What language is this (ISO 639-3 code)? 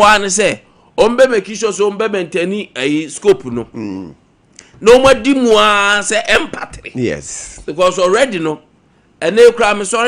aka